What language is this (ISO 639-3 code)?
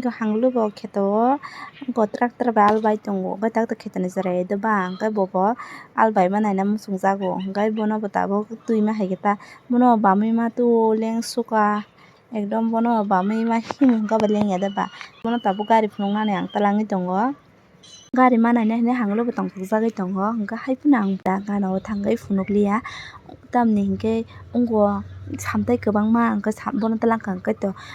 trp